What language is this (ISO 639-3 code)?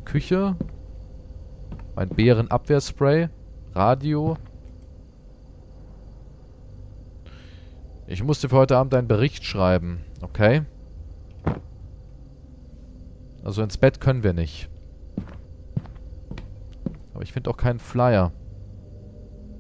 deu